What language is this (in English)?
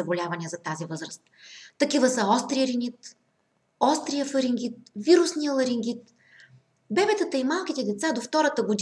Bulgarian